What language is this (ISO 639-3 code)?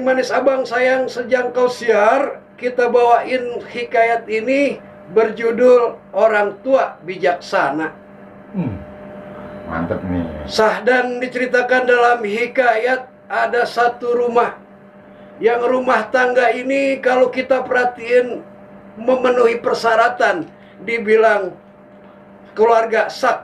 bew